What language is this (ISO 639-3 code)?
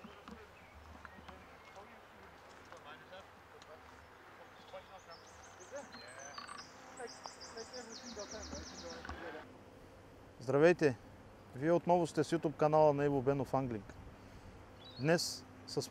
bul